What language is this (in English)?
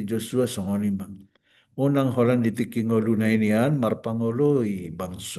Batak Toba